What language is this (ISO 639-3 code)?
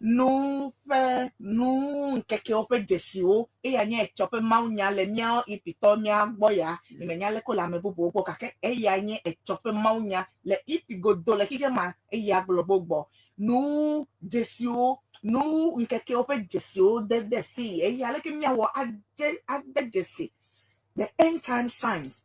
ewe